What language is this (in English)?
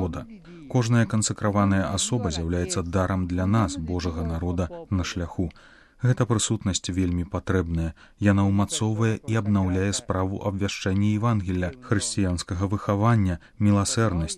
Belarusian